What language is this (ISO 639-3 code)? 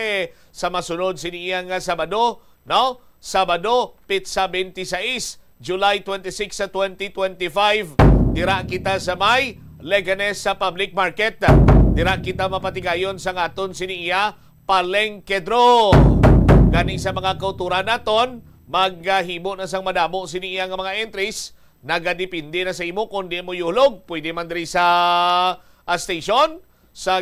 hil